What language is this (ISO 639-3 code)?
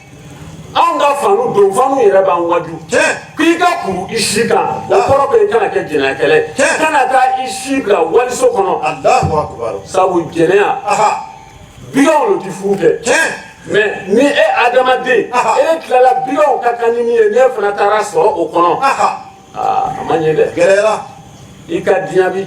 bam